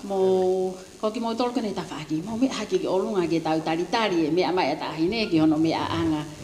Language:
Tongan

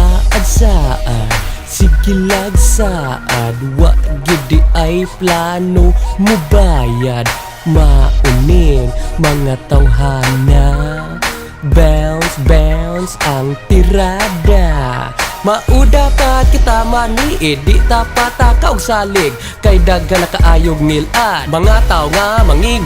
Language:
Cebuano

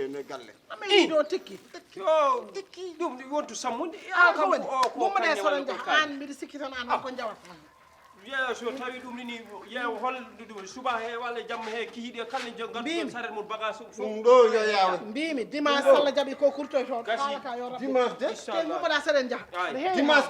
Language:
Fula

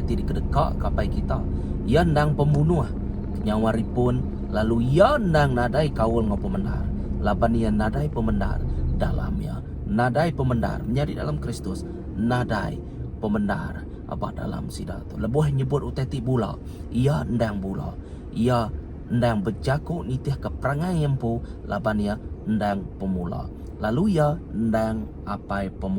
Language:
Iban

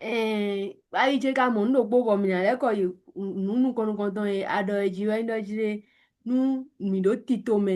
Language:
Fon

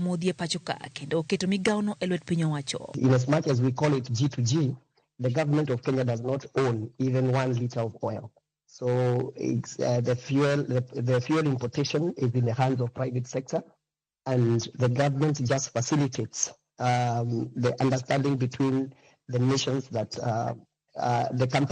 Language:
Luo (Kenya and Tanzania)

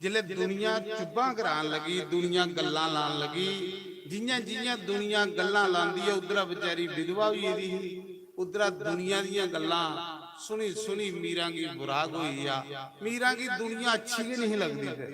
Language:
Dogri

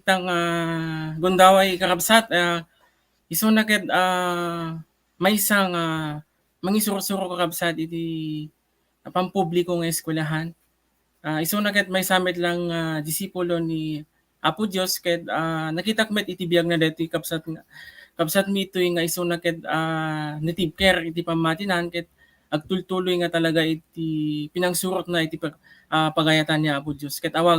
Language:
Iloko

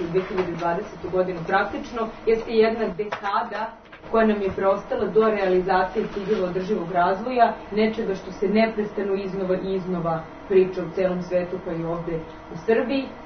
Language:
Serbian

